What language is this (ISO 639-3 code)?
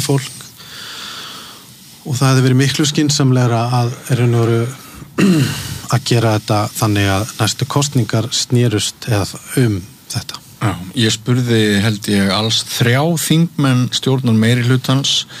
isl